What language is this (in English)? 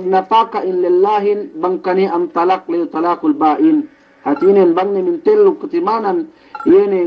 Yakan